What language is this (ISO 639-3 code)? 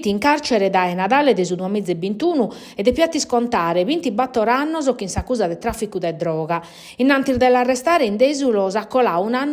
srd